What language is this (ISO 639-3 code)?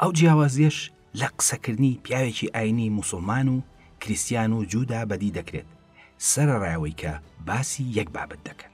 ckb